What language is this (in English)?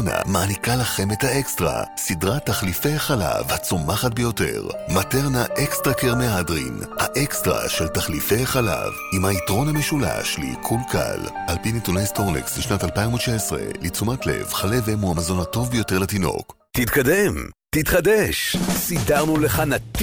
Hebrew